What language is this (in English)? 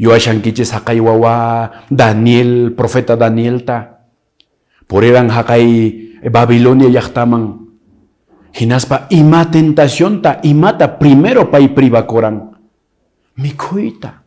Quechua